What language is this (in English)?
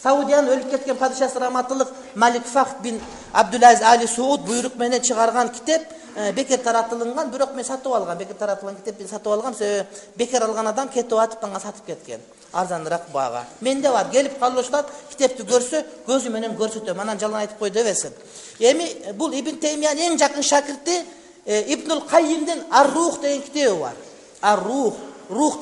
Kyrgyz